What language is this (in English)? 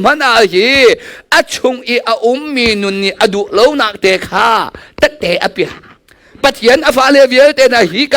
Hakha Chin